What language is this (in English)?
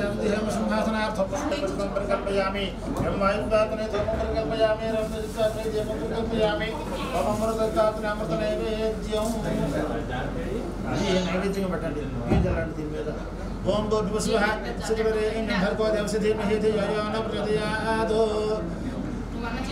Telugu